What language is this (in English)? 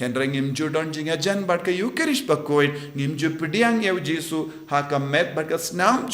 Khasi